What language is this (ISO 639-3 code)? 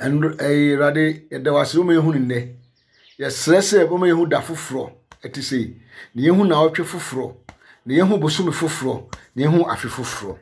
aka